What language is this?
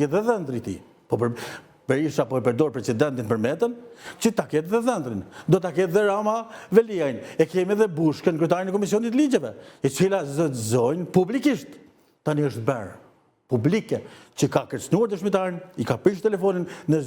Albanian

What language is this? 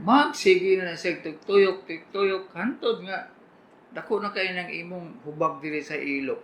Cebuano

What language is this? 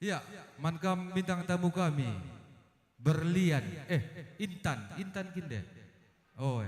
Batak Karo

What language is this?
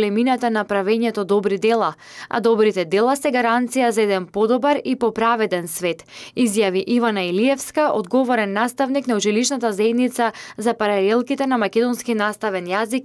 Macedonian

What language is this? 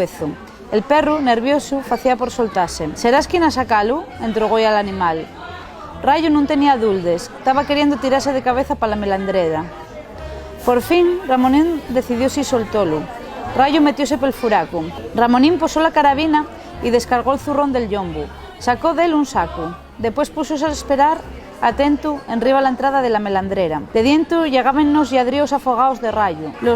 Asturian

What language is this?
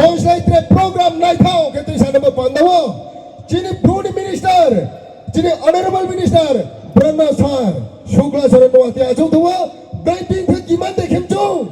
Riang (India)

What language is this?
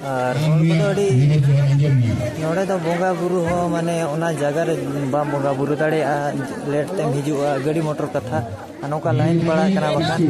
Santali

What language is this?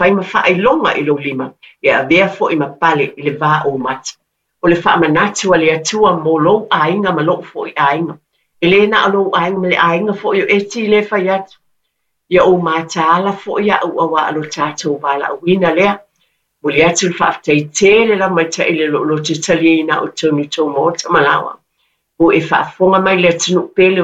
Samoan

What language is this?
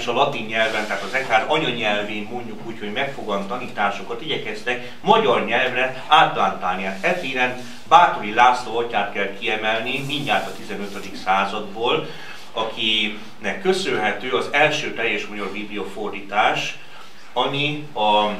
Hungarian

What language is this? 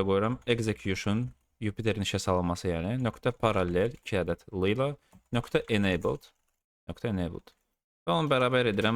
Azerbaijani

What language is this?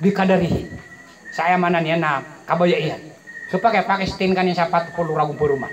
Maranao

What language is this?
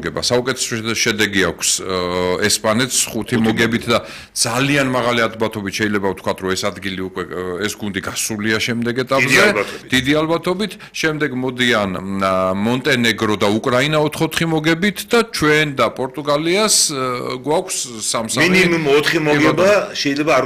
Georgian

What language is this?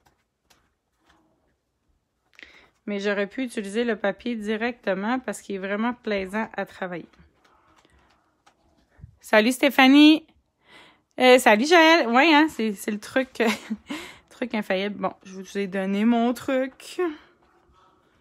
French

